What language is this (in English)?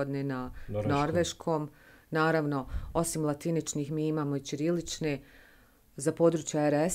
Bosnian